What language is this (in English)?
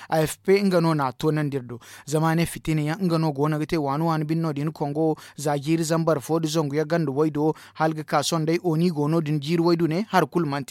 Zarma